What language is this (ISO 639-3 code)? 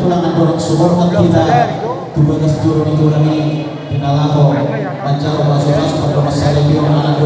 bbc